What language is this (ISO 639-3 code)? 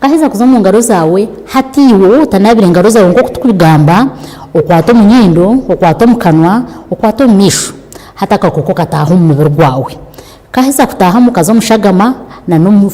nyn